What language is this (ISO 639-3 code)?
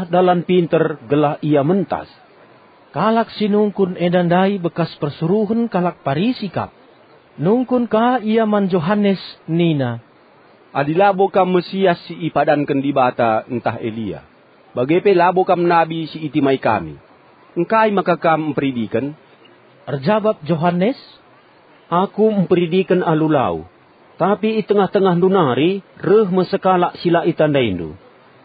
btx